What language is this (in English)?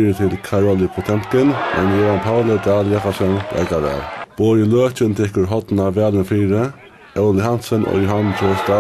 Faroese